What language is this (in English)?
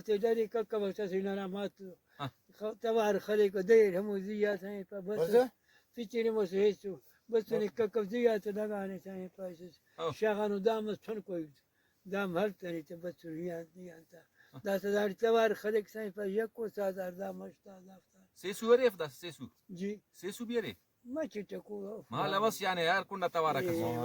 Brahui